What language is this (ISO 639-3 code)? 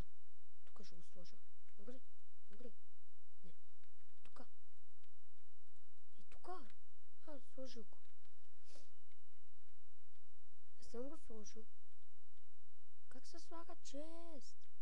bul